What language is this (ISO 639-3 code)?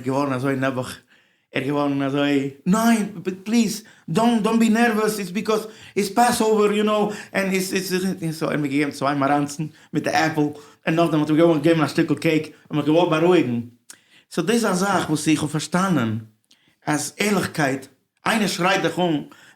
yid